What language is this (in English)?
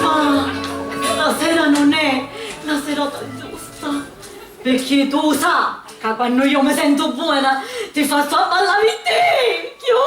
Sicilian